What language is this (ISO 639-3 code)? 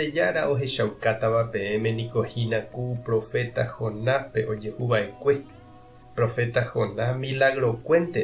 grn